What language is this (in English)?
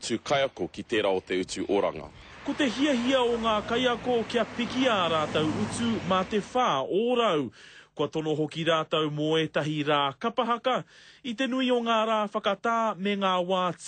Māori